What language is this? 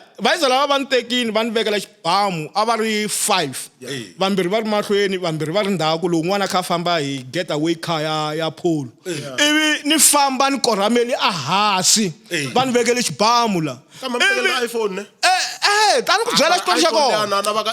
Tsonga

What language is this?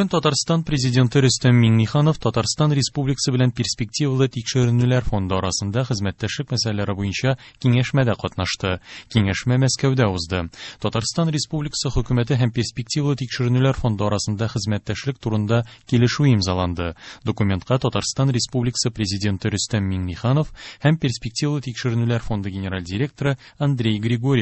Tatar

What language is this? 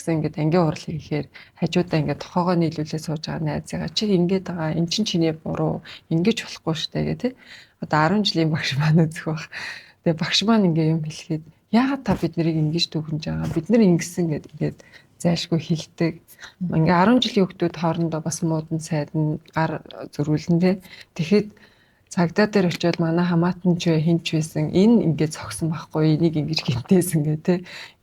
Mongolian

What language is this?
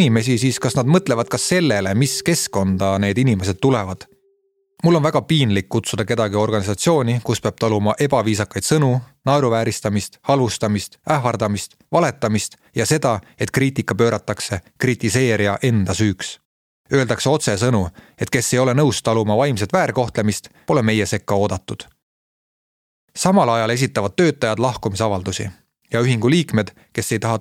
Estonian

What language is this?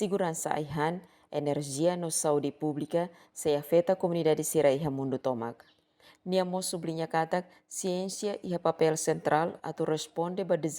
Tetum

